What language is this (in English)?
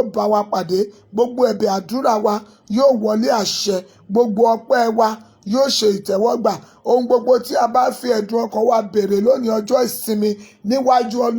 Yoruba